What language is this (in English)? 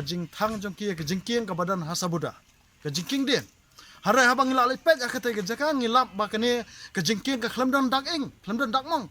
Khasi